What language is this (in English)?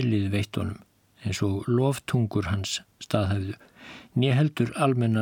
Icelandic